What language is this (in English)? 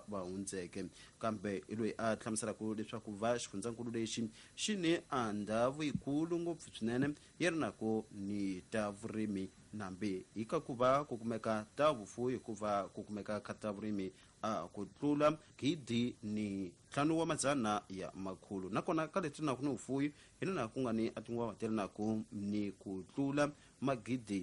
Tsonga